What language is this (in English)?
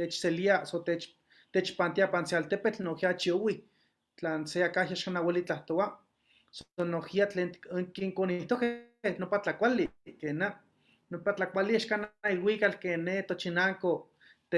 Eastern Huasteca Nahuatl